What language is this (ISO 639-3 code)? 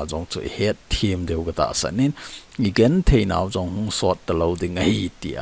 tcz